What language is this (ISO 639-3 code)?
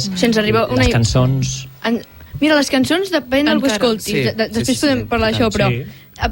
cat